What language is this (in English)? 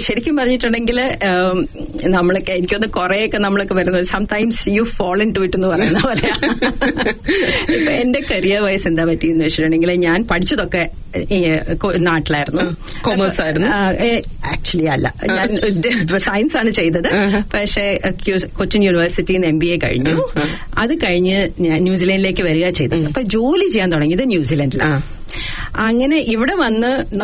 Malayalam